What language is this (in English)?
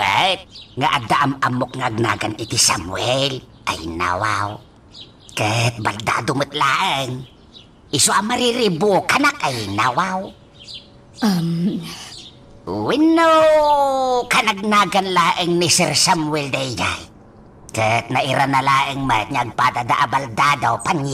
Iloko